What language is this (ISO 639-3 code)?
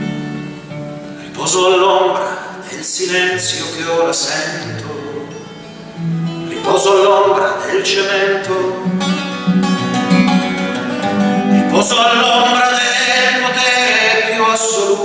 ita